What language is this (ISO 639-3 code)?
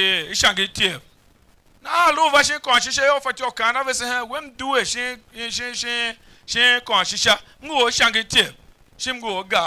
tiv